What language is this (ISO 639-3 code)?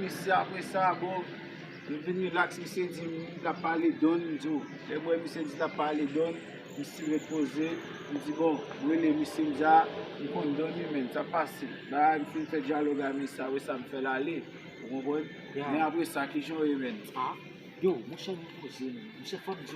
hat